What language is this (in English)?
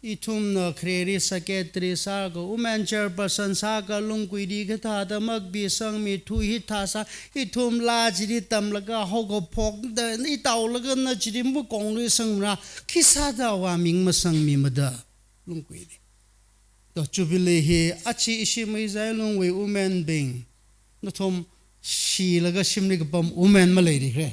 Tangkhul Naga (India)